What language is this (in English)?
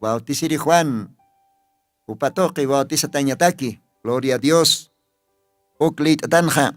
Aymara